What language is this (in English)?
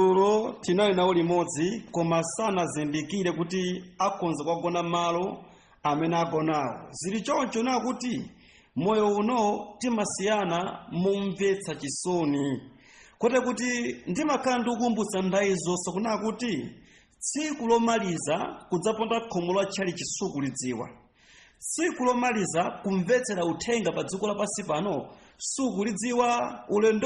Nyanja